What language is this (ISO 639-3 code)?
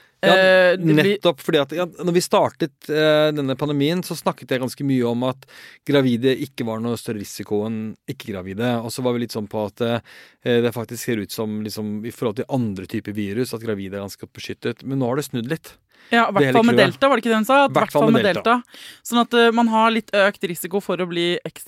nor